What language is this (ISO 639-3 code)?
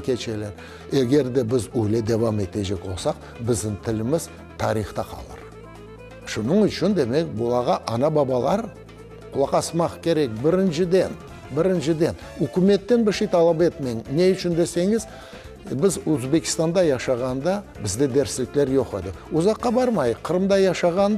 crh